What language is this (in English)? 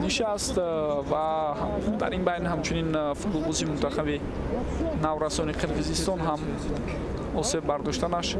Tajik